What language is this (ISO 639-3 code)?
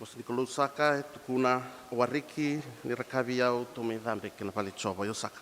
fij